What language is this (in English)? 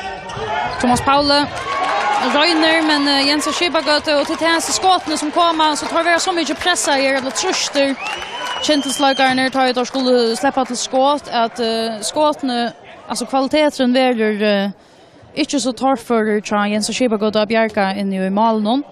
Faroese